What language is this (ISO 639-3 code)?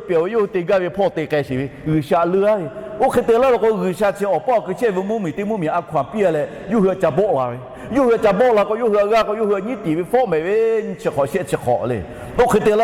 lhu